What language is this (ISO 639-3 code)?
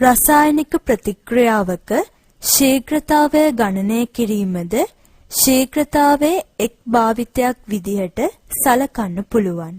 sin